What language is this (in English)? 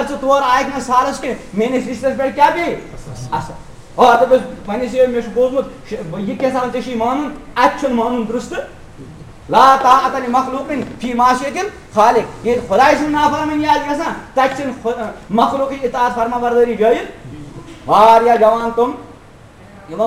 Kashmiri